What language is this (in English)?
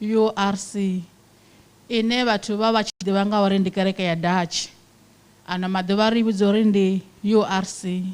Venda